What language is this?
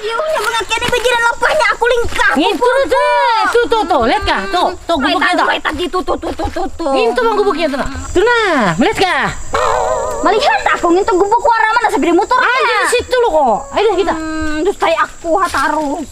Banjar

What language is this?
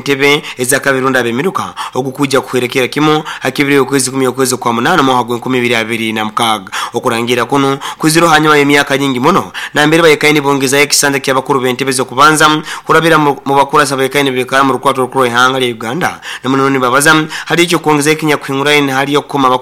Nyoro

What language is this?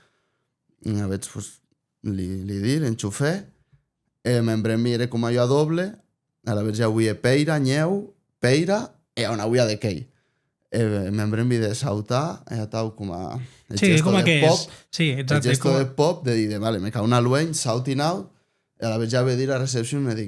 Occitan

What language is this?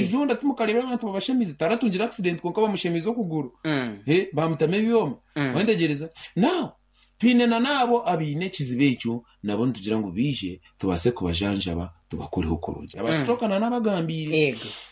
Nyankole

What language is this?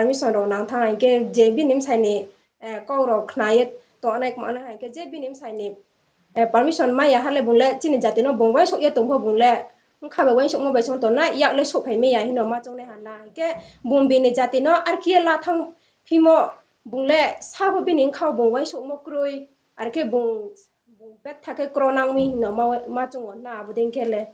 Riang (India)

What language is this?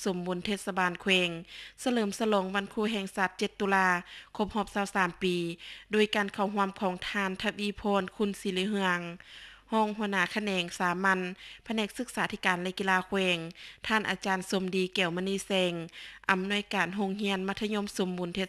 Lao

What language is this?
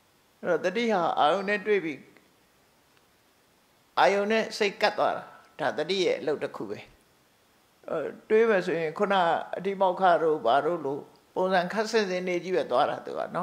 Burmese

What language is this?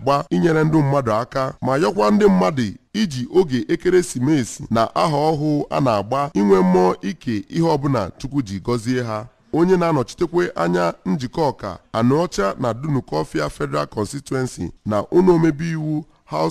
Igbo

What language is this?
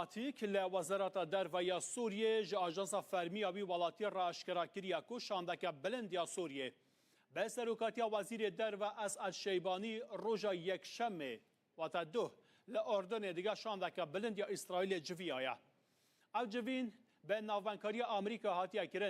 Kurdish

